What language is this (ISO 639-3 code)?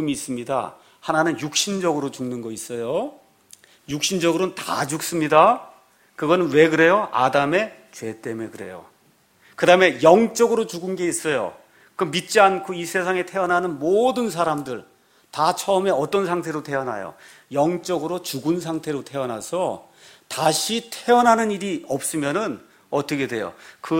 kor